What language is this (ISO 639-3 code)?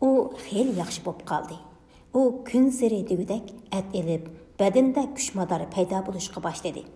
uig